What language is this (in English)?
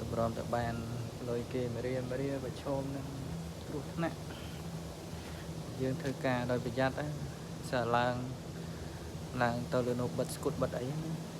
Khmer